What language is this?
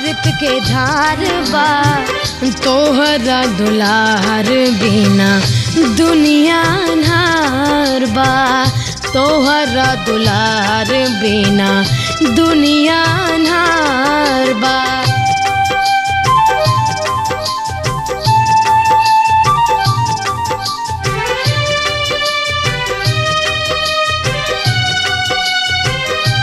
Bhojpuri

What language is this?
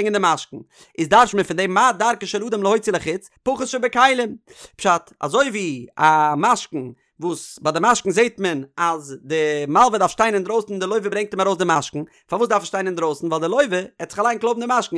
Yiddish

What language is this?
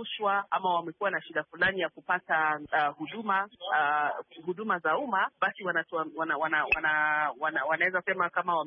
Swahili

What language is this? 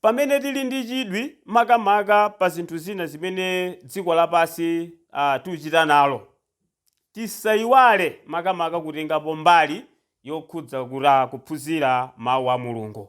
Nyanja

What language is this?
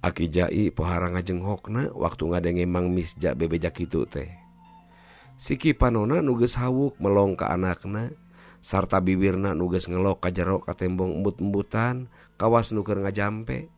Sundanese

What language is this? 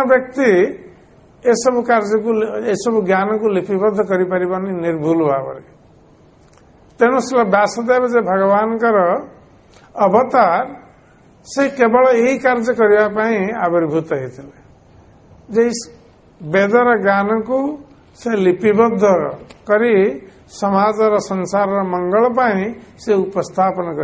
Odia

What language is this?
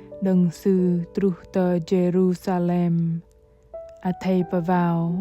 Bahnar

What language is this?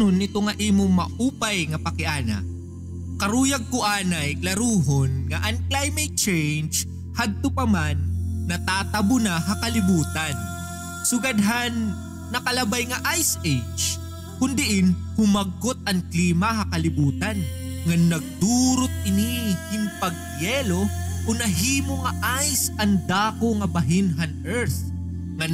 Waray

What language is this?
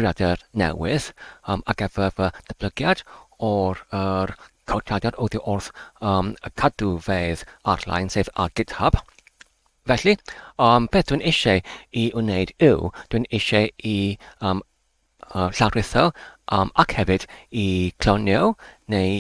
Welsh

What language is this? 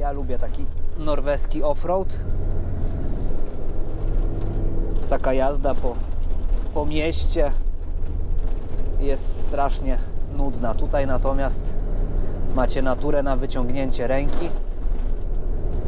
Polish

